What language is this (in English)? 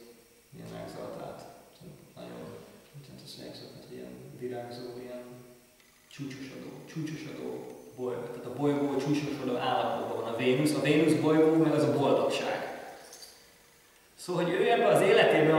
Hungarian